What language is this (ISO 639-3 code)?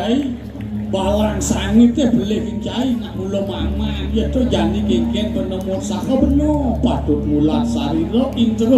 ban